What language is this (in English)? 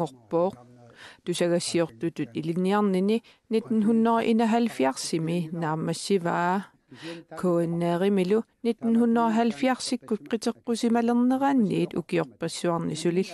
Kalaallisut